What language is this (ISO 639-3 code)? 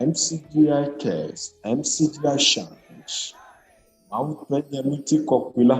ewe